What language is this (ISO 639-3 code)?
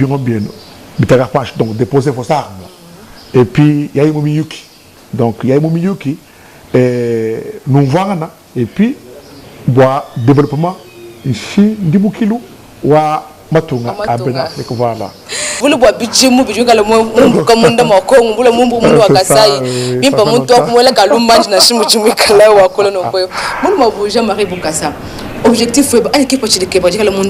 lua